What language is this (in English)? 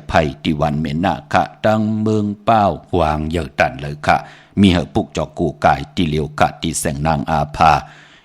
Shan